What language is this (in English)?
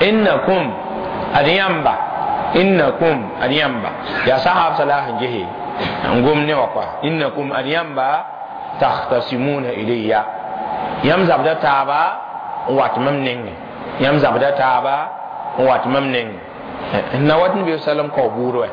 Mossi